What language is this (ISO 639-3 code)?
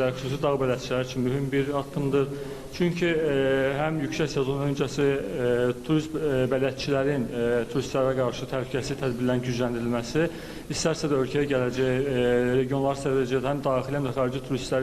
aze